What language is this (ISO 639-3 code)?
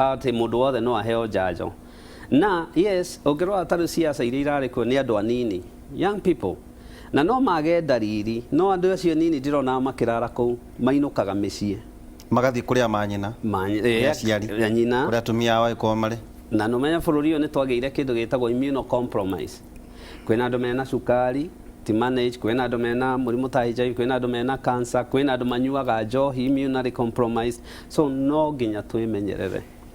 kik